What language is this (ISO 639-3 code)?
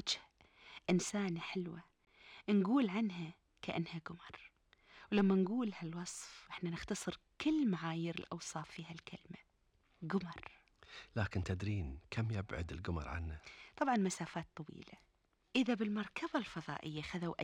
afb